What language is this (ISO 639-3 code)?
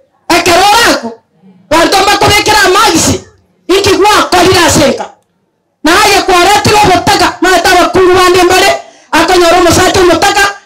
guz